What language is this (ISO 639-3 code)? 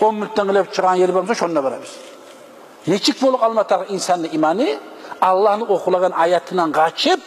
kum